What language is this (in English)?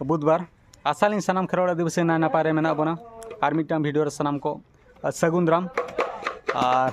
Santali